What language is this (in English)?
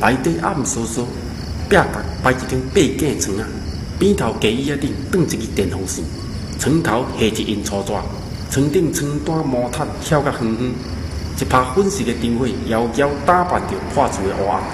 Min Nan Chinese